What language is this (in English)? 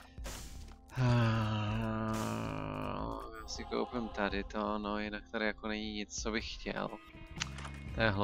Czech